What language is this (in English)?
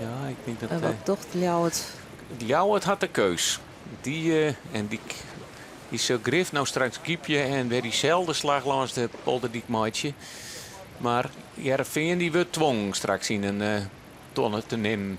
Western Frisian